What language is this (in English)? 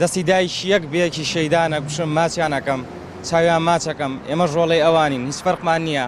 Central Kurdish